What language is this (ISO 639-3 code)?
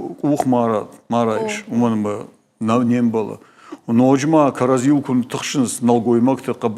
oss